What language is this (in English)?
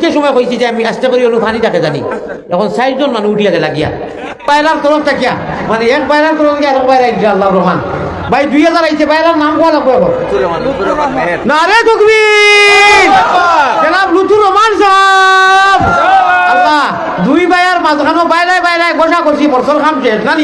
Sylheti